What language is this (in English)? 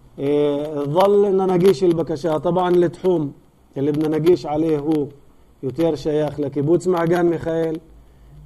North Levantine Arabic